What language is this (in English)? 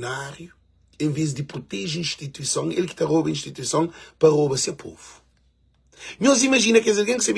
Kabuverdianu